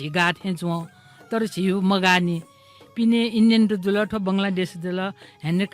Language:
Newari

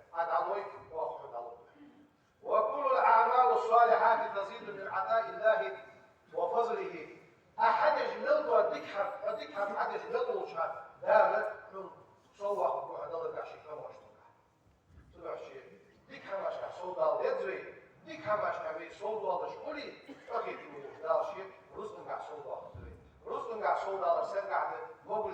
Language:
Ingush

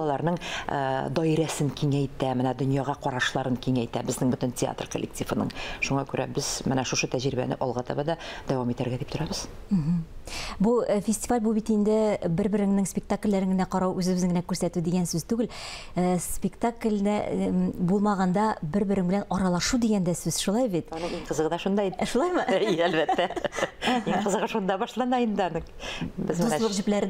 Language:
Tatar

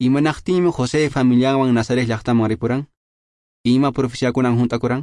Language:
Quechua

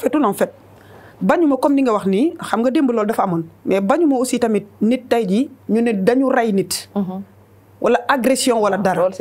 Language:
Wolof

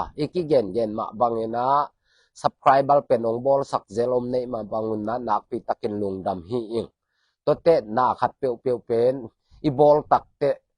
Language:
Tedim Chin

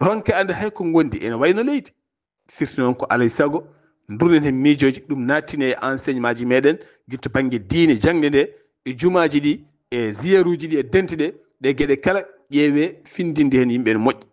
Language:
Fula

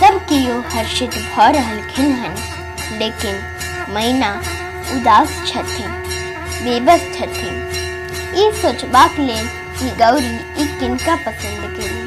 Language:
Maithili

